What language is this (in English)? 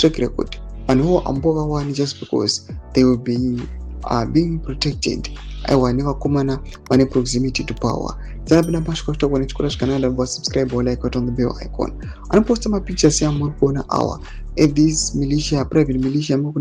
Shona